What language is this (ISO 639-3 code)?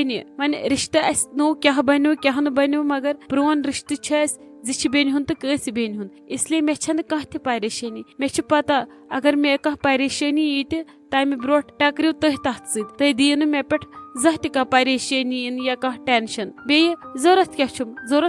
kas